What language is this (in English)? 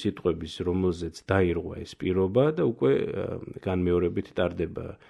Georgian